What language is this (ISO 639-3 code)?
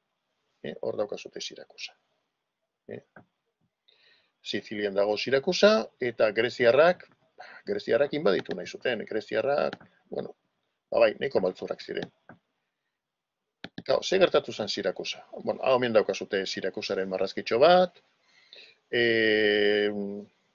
eus